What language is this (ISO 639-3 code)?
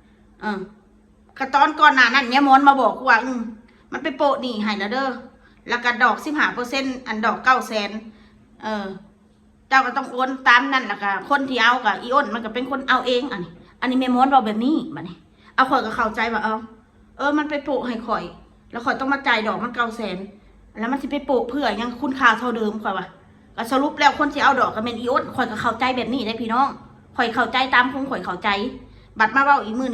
tts